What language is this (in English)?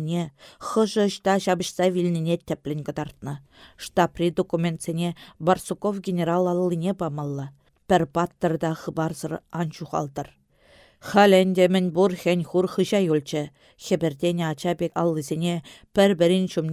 Chuvash